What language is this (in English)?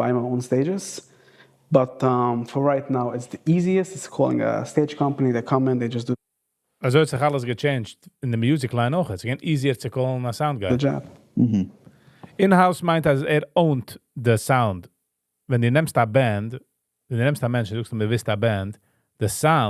Yiddish